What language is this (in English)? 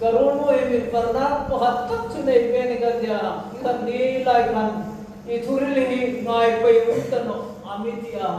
Hmar